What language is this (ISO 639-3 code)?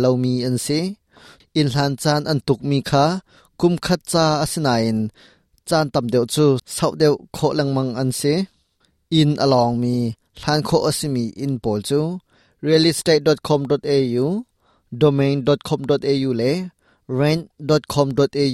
cnh